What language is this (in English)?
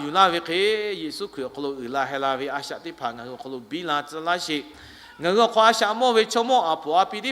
Lahu